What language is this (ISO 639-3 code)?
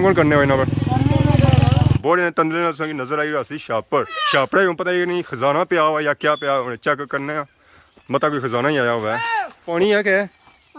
phr